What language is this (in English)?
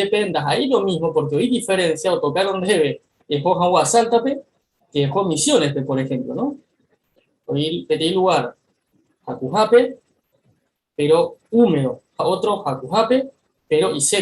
Guarani